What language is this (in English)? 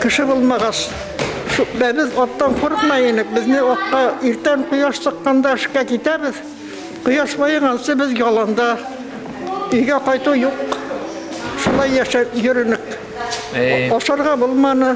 Bashkir